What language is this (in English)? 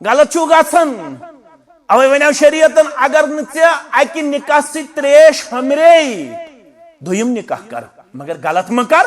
Kashmiri